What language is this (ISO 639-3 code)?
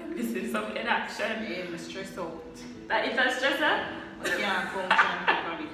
jam